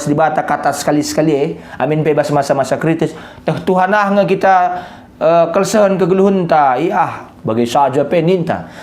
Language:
Batak Karo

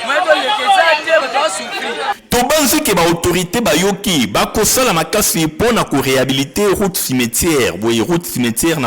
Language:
Lingala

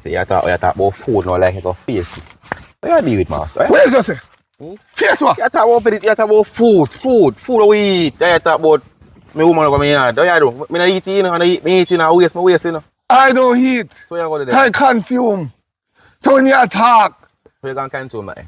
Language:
Jamaican Creole English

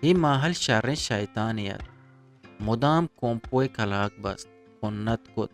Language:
Eastern Balochi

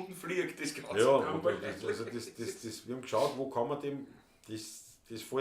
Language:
Bavarian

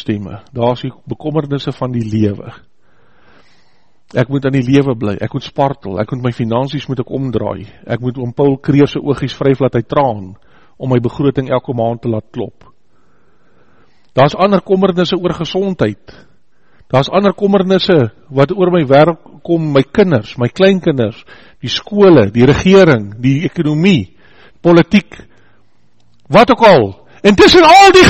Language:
Afrikaans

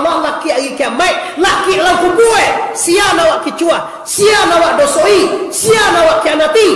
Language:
Minangkabau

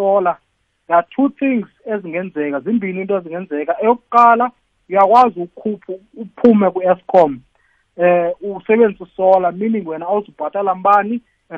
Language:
South Ndebele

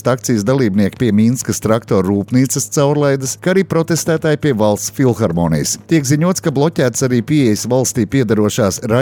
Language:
Latvian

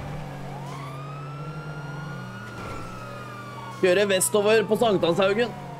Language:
Norwegian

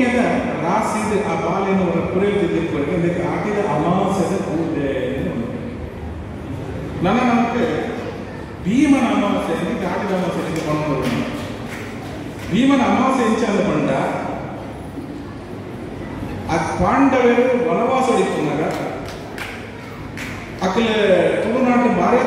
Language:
Tulu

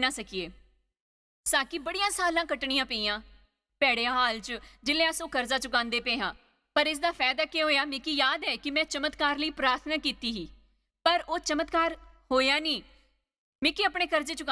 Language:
Dogri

